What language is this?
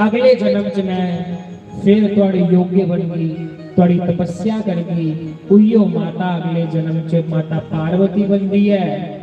Dogri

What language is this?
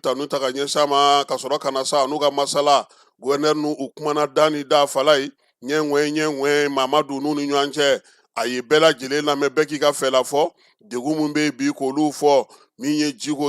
Bambara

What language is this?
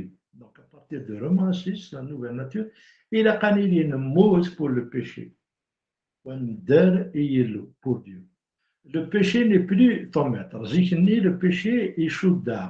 Kabyle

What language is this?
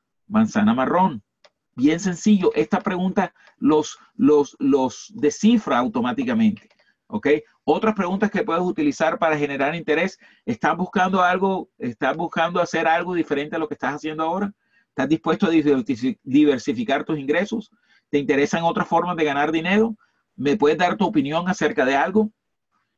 Spanish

